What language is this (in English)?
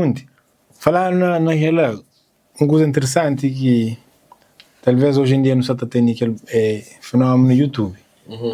Kabuverdianu